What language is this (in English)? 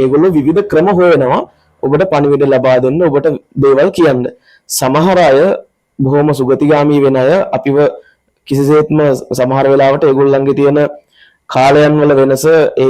Sinhala